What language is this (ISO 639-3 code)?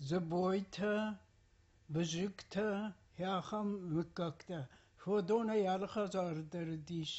oss